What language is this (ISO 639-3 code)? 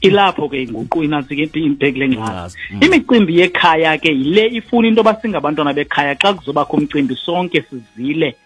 xho